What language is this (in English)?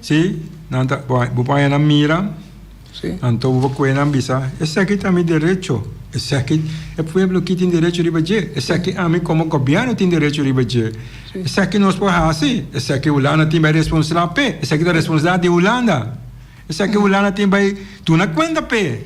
Papiamento